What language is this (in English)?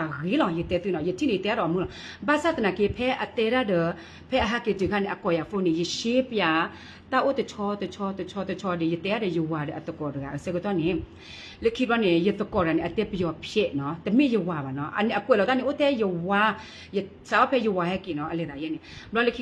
S'gaw Karen